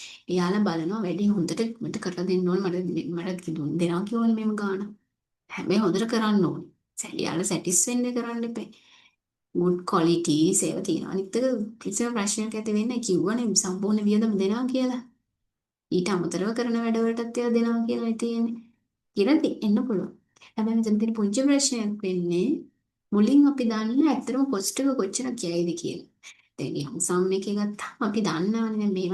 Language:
Sinhala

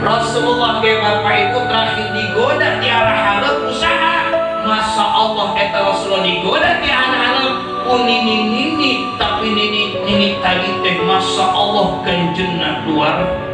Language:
Sundanese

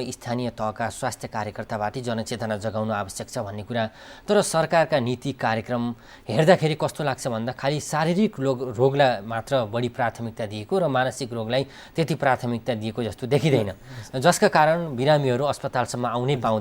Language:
Nepali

